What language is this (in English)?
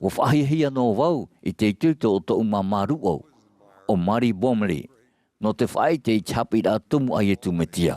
Tahitian